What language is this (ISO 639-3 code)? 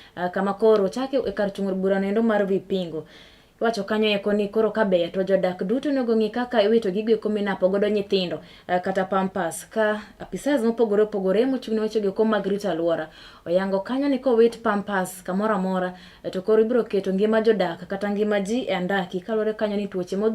luo